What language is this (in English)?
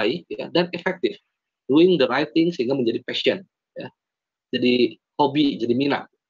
Indonesian